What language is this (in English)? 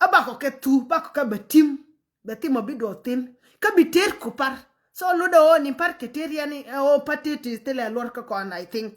Nuer